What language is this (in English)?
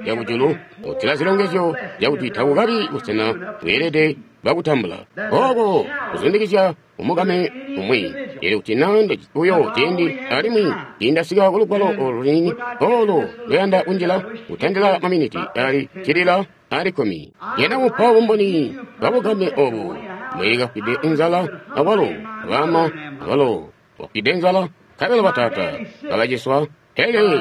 Tonga (Zambia)